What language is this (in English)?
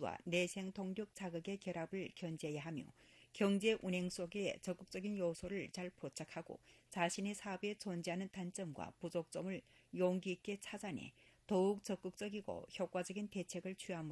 Korean